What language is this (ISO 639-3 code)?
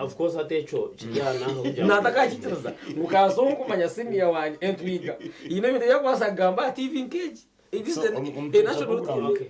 nyn